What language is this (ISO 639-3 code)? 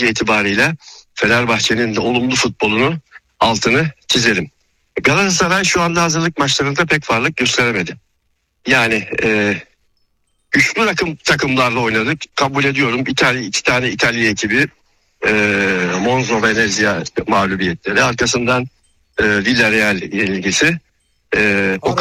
tur